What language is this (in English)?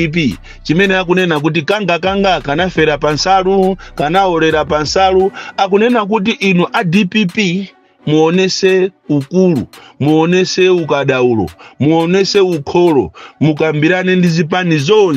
Nyanja